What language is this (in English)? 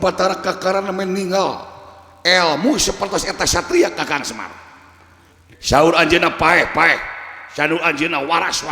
Sundanese